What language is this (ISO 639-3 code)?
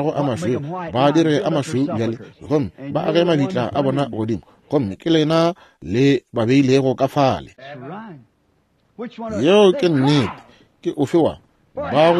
nso